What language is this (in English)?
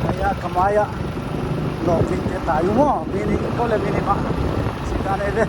Paite Chin